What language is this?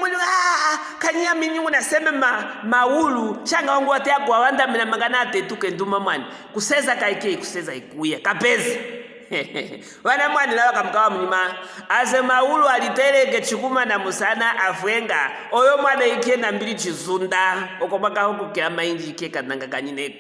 Luvale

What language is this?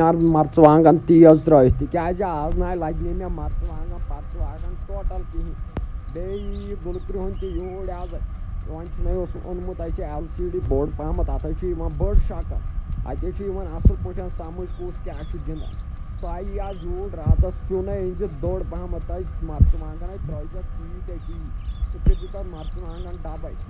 Kashmiri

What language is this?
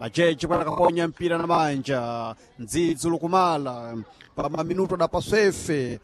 Sena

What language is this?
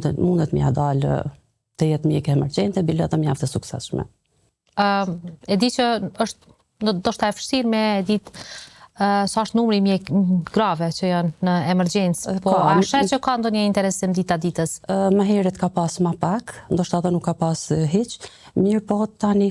Albanian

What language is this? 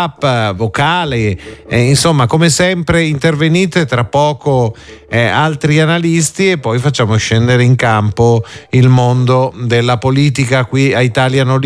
Italian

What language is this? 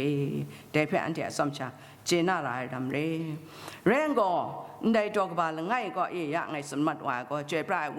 Kachin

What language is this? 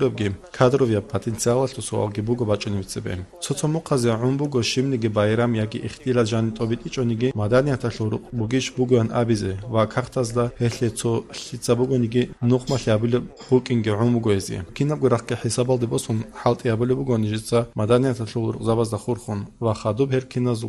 Avaric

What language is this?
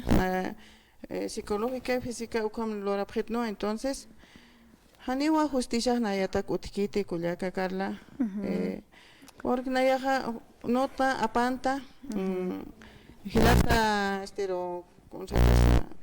Aymara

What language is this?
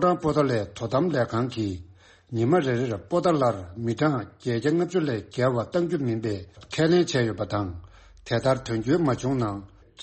Tibetan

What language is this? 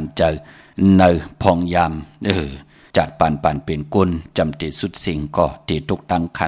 Shan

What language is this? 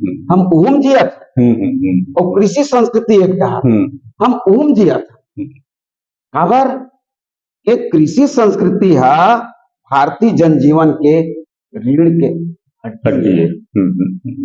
Chhattisgarhi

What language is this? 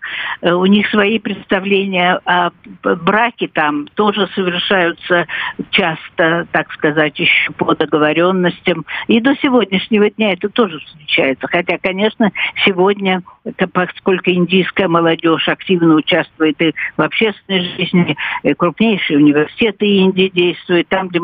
Russian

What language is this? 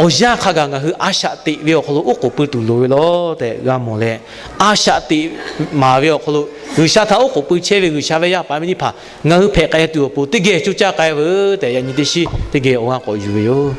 Lahu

